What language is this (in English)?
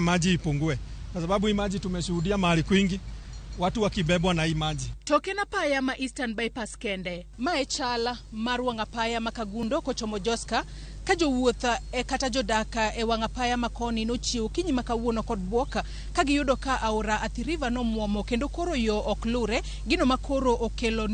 Luo (Kenya and Tanzania)